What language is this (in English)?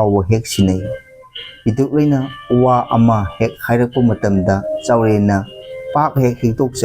Manipuri